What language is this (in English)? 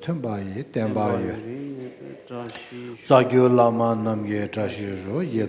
Tibetan